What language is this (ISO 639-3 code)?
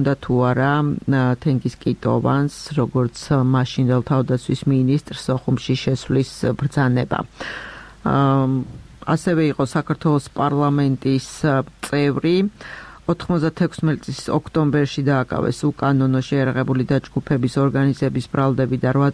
kat